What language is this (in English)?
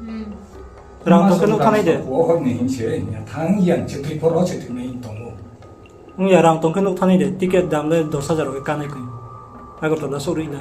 Riang (India)